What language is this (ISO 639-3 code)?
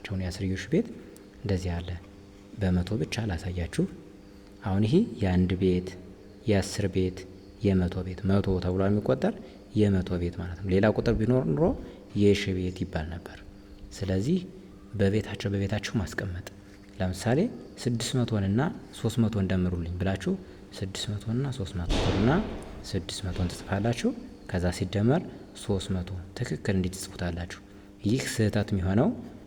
amh